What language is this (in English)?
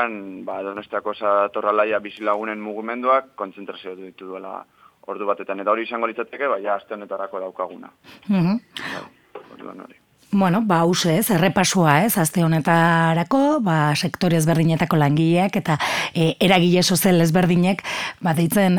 Basque